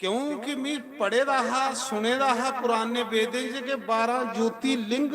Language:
Dogri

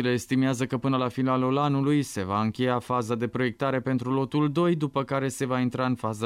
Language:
Romanian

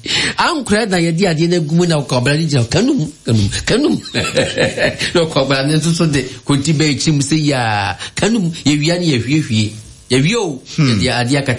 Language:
Akan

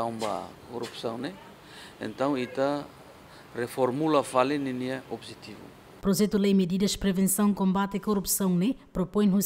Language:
Tetum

